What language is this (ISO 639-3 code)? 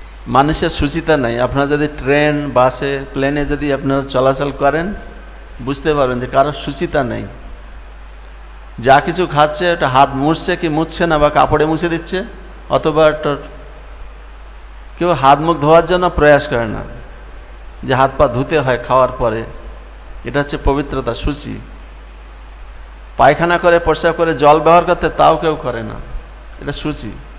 ben